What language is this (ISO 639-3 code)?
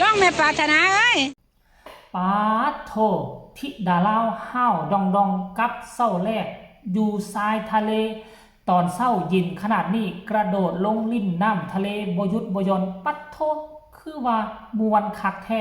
tts